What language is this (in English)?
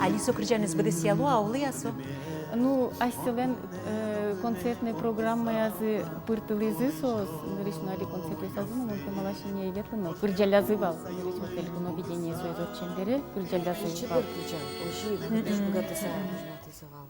Udmurt